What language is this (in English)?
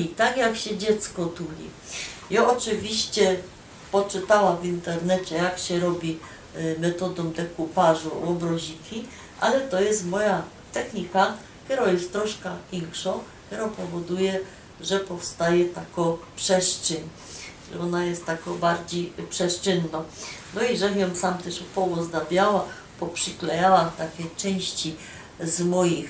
Silesian